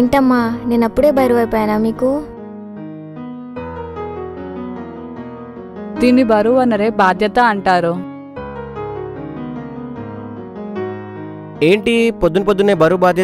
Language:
Telugu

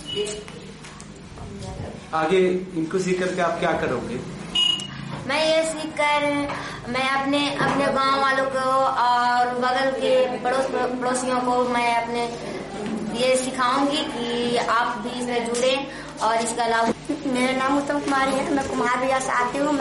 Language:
Hindi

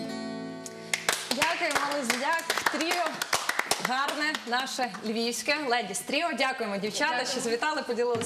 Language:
Ukrainian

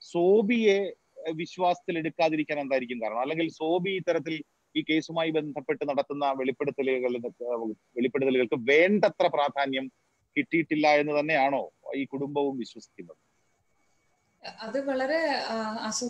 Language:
Malayalam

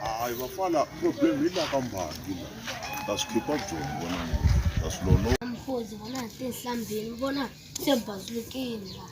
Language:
Tsonga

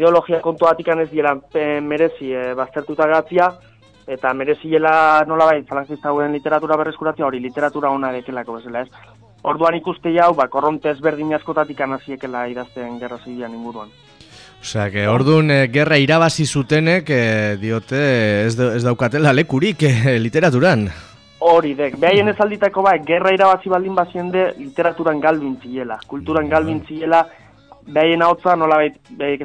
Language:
Basque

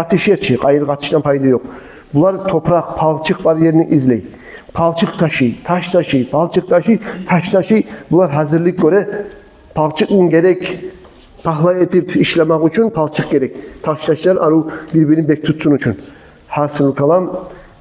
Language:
Kumyk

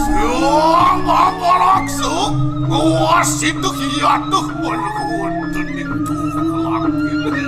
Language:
Balinese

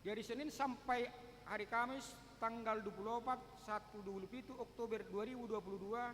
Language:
Batak Toba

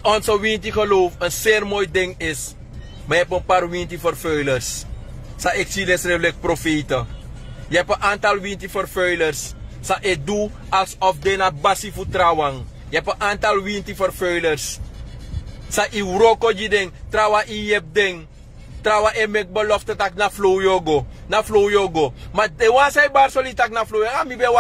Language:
Sranan Tongo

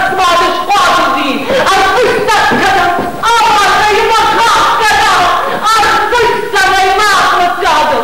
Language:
Ossetic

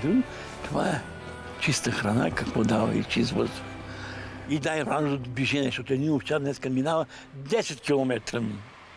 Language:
Bulgarian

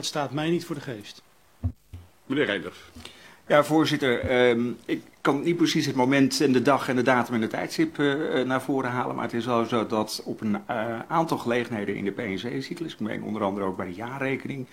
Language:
Dutch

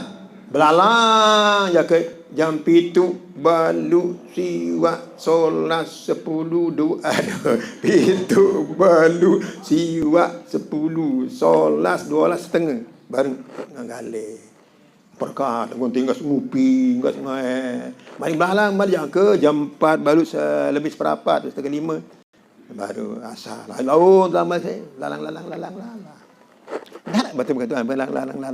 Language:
Sasak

